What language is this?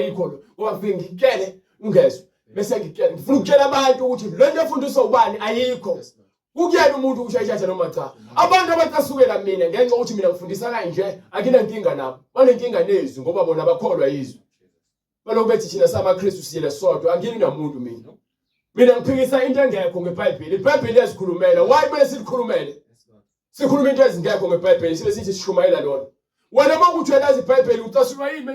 Zulu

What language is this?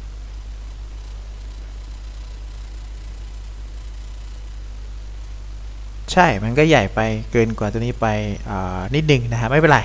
Thai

